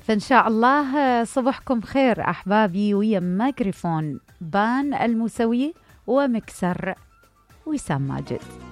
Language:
Mesopotamian Arabic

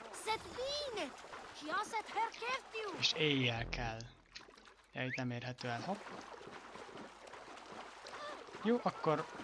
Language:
Hungarian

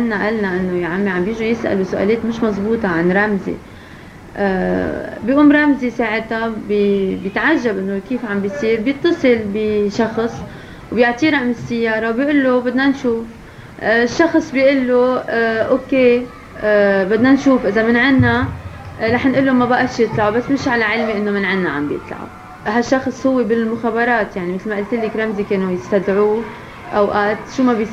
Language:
North Levantine Arabic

